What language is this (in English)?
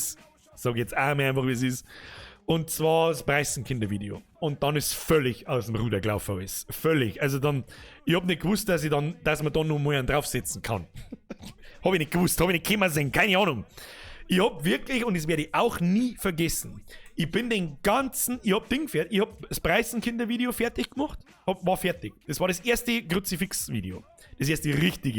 Bavarian